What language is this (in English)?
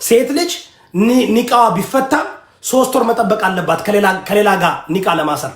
Amharic